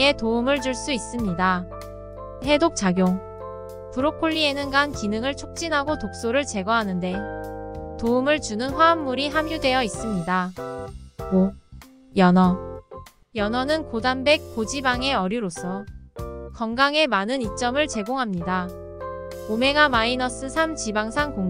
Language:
Korean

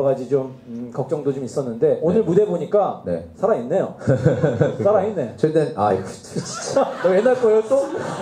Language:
Korean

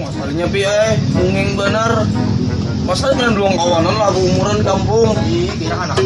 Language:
Banjar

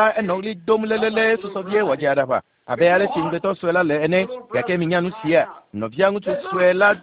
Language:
Ewe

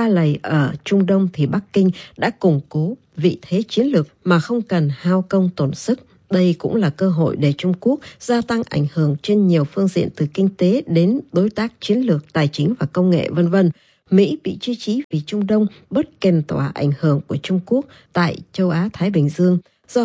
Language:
Vietnamese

